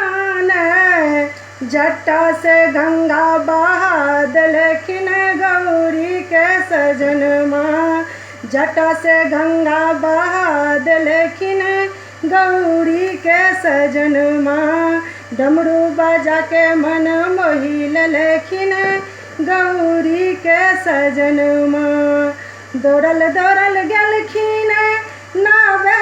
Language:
Maithili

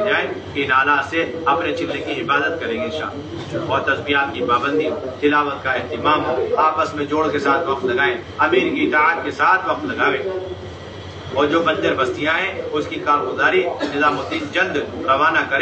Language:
Urdu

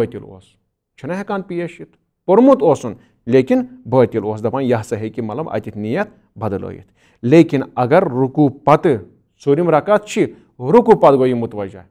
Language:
Kashmiri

